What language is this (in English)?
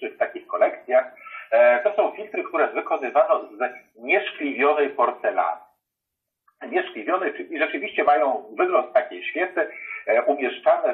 Polish